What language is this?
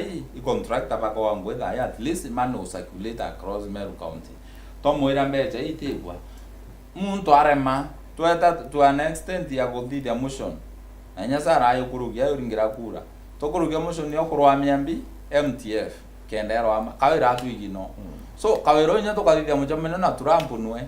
Meru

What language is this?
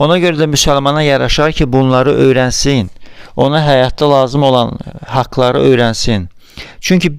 Azerbaijani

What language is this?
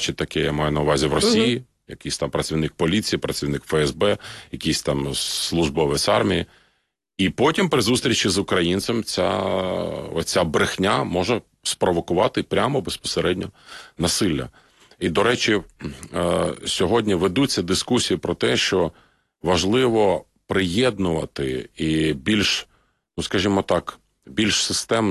Ukrainian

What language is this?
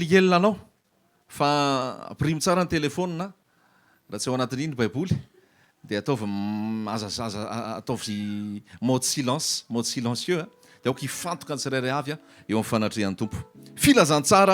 Malagasy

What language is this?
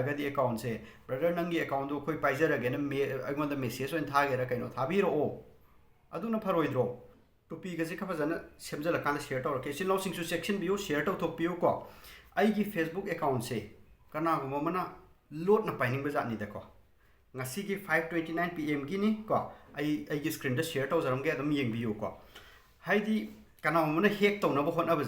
Manipuri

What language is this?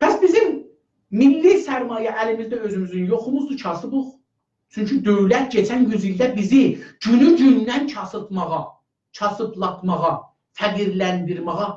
South Azerbaijani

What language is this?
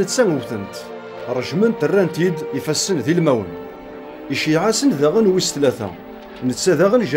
Kabyle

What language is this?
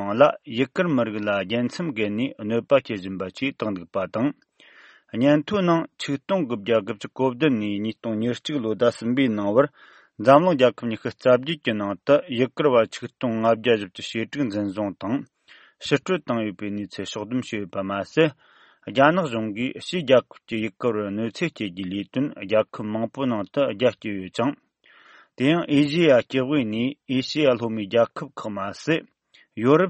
Tibetan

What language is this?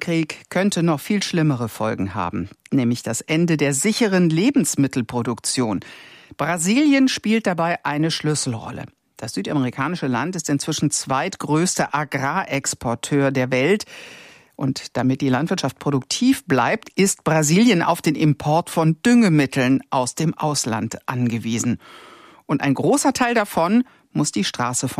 German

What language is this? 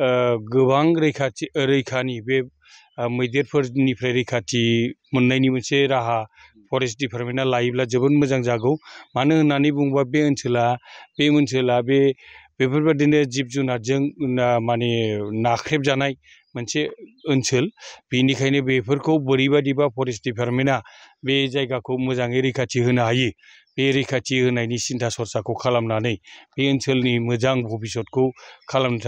Bodo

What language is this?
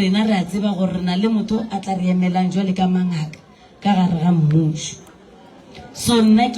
Northern Sotho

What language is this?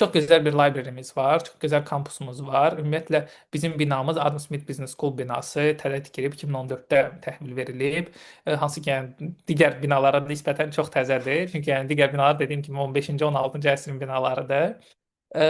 Azerbaijani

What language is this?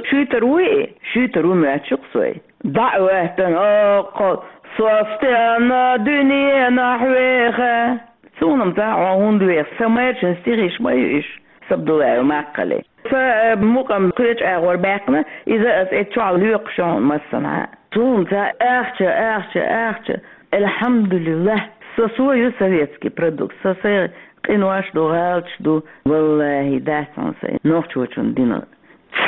Chechen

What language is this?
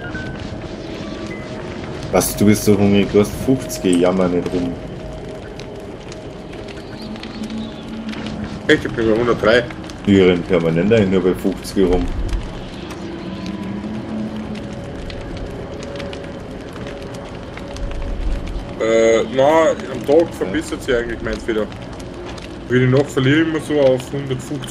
German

